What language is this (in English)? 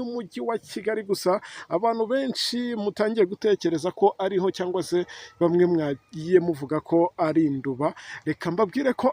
Kinyarwanda